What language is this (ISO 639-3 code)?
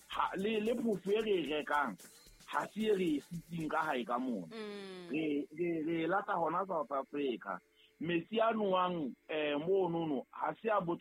sot